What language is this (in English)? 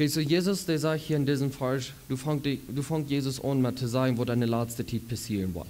Plautdietsch